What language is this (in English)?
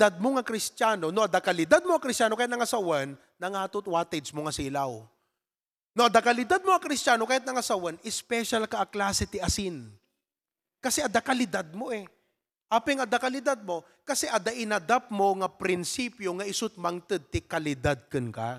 Iloko